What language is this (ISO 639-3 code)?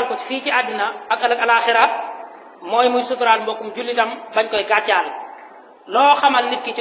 wol